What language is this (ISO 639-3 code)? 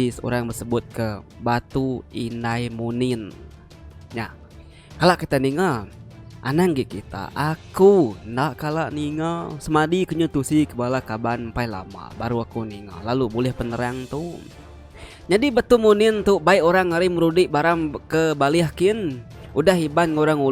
iba